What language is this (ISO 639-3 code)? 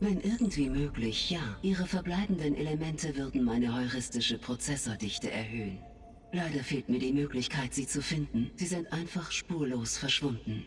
bar